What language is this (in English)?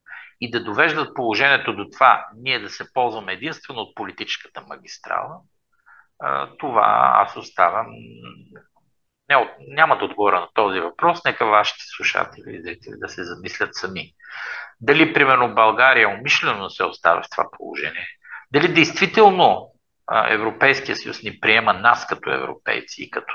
Bulgarian